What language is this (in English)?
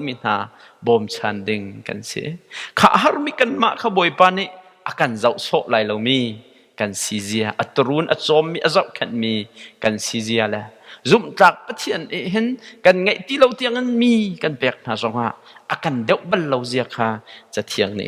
Hakha Chin